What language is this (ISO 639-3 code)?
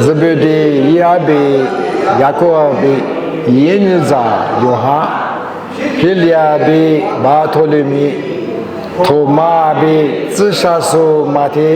lis